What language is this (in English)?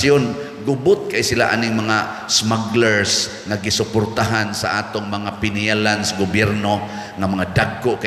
Cebuano